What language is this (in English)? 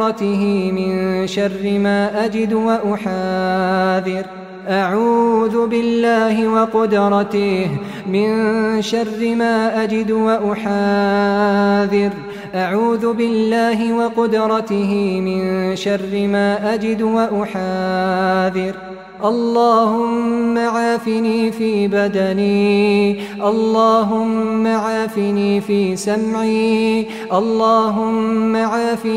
Arabic